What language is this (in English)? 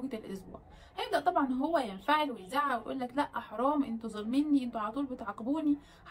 Egyptian Arabic